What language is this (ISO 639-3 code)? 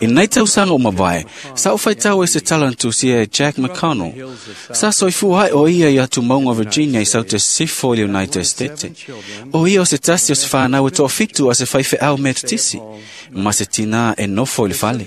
smo